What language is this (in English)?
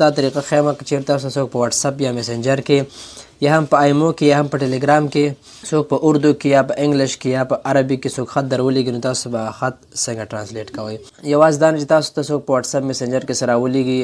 Pashto